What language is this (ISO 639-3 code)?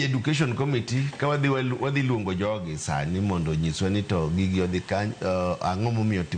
luo